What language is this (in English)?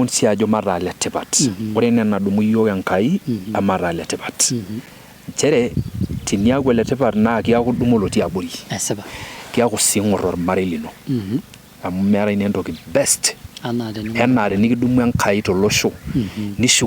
Masai